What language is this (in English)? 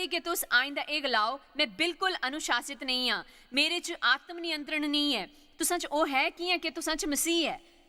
Dogri